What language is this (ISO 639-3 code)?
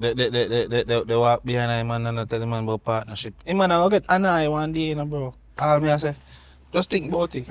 jam